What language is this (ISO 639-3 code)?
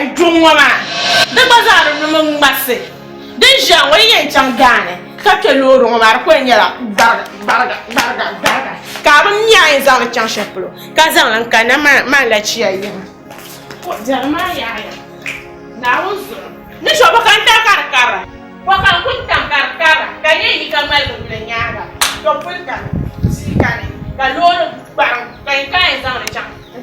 dag